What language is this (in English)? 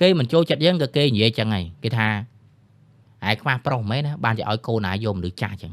Khmer